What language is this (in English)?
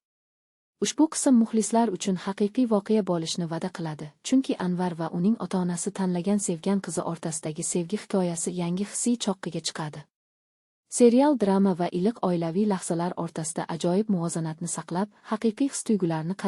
Uzbek